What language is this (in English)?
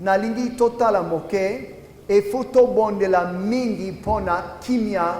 Lingala